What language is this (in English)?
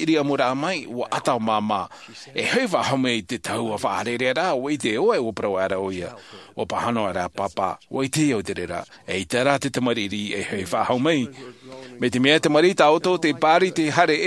Tahitian